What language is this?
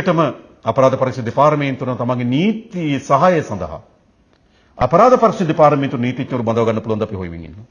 Sinhala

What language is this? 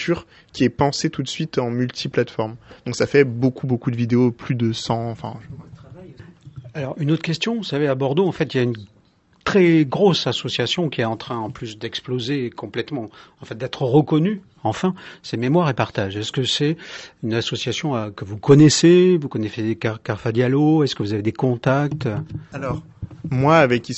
French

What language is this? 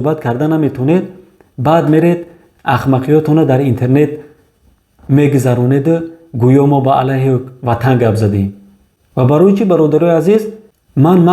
Tajik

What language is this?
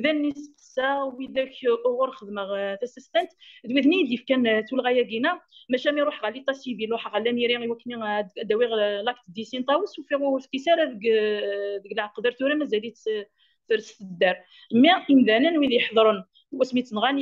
Kabyle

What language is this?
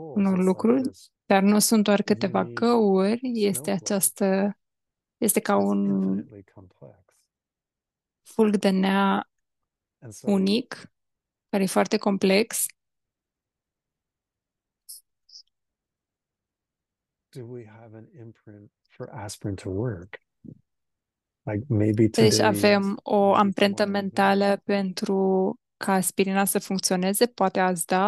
Romanian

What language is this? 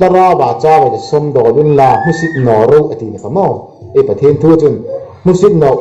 Hmar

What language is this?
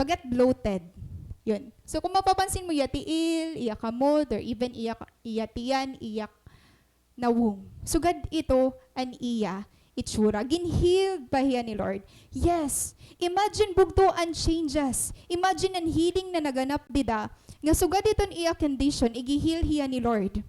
Waray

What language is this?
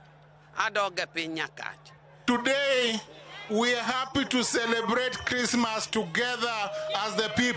Luo (Kenya and Tanzania)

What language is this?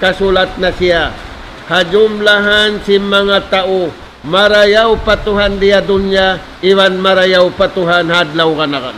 Tausug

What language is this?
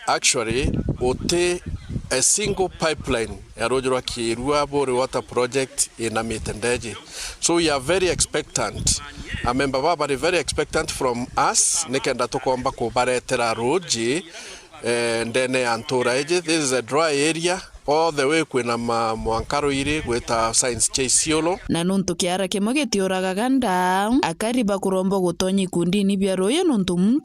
Meru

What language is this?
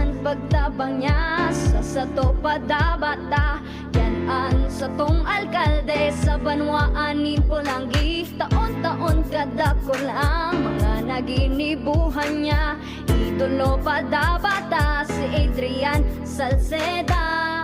Bikol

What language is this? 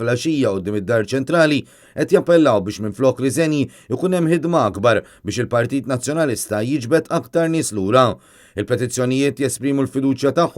Maltese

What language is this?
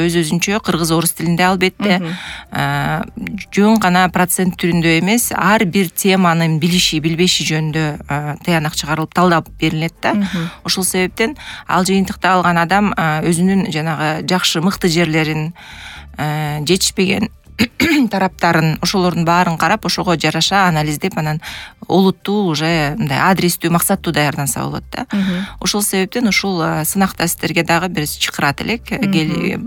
Kyrgyz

